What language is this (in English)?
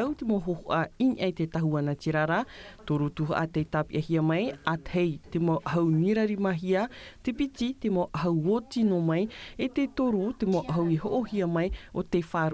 Tahitian